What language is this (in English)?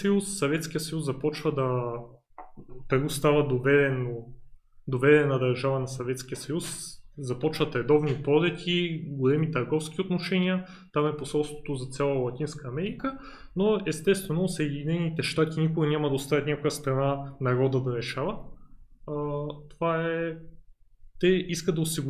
Bulgarian